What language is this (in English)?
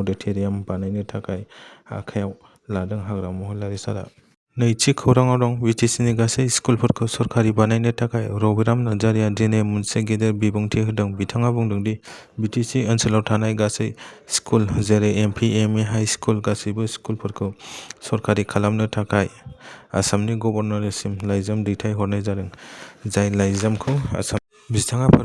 Bodo